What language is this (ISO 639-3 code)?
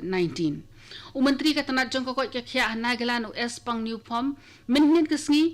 kha